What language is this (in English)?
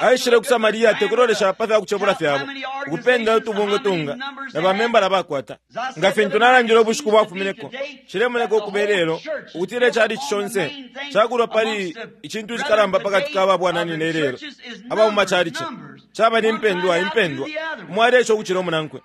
Bemba